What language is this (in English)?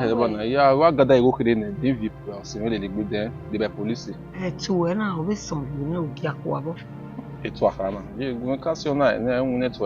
Bini